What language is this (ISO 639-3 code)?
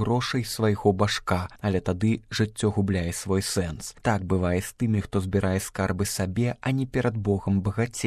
bel